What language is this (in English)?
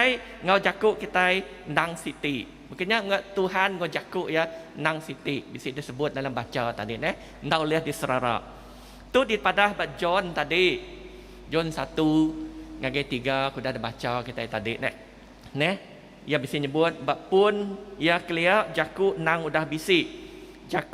Iban